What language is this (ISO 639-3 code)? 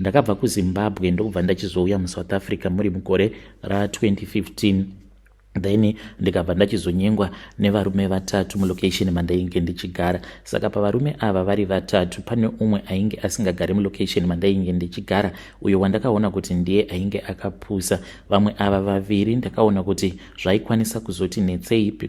sna